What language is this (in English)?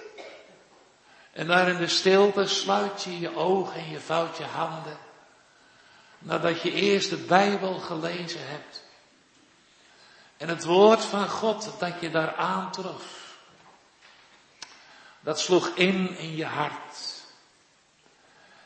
Dutch